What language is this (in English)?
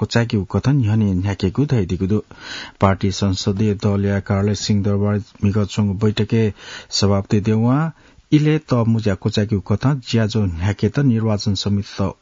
Newari